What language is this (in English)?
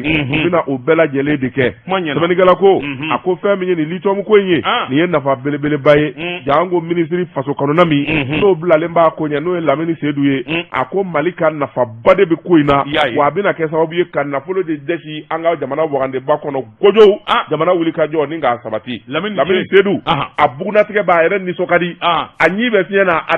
Bambara